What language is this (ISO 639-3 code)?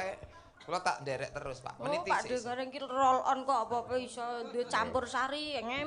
jav